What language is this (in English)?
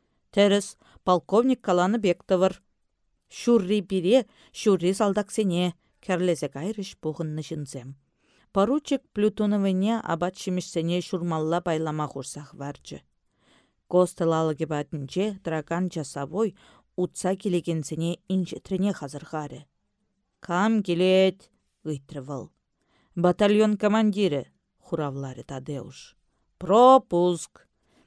Chuvash